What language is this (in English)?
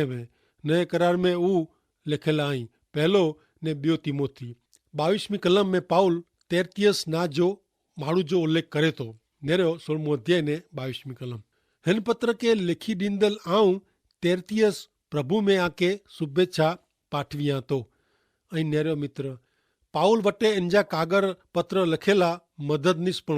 Kachhi